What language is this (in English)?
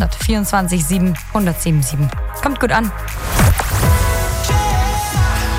German